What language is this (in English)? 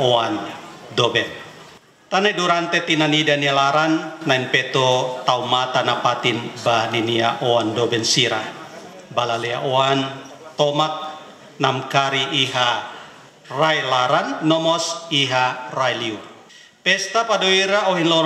Tetum